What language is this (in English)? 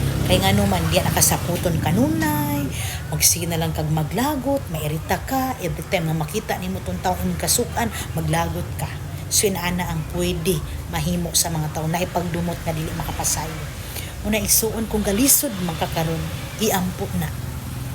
Cebuano